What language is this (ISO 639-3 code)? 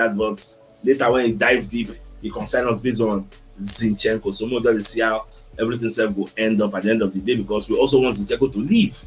pcm